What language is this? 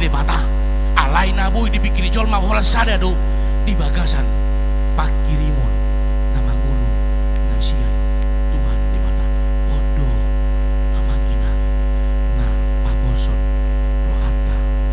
Batak Toba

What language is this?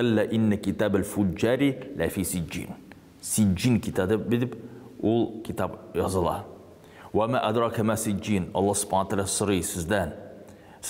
Tatar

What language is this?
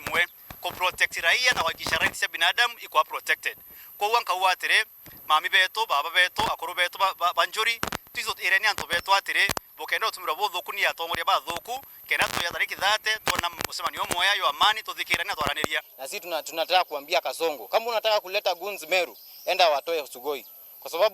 Meru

